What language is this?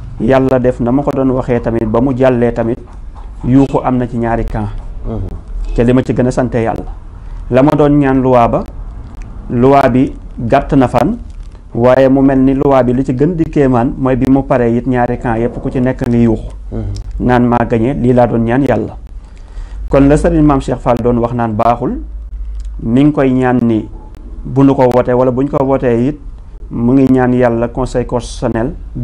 Wolof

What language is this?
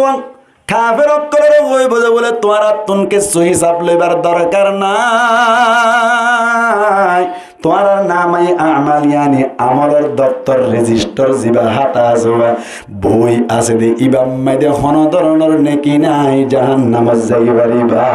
Rohingya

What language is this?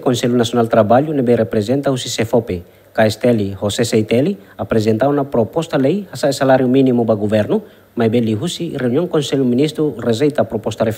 Tetum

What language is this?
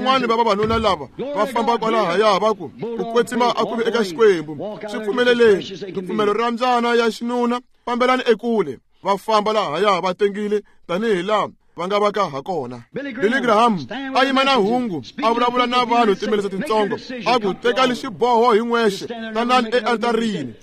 Tsonga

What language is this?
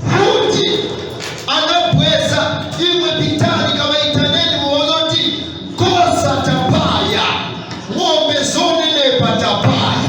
Nyanja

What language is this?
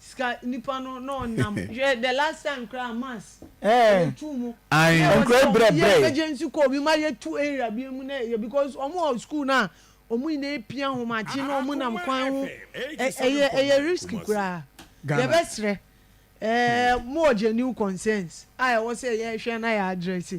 Akan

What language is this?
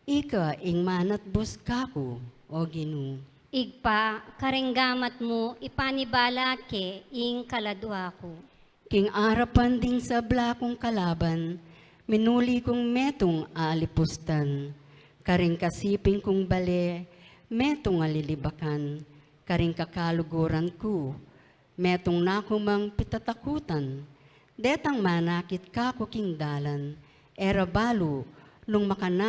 Pampanga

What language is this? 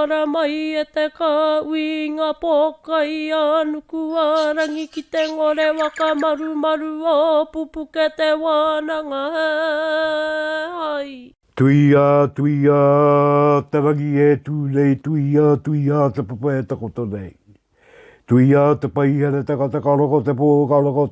Māori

